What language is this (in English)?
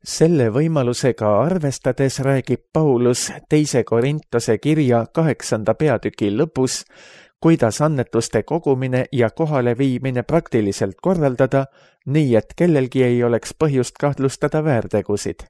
Estonian